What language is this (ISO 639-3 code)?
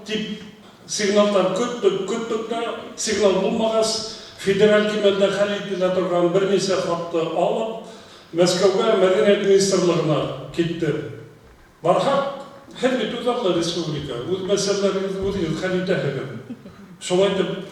bak